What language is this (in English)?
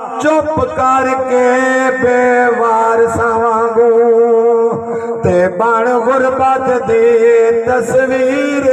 Saraiki